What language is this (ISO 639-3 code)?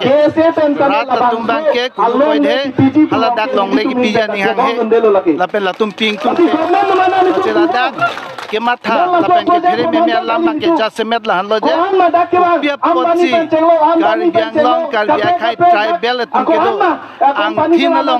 mjw